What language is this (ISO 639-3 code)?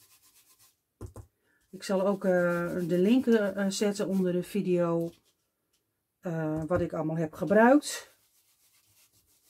nld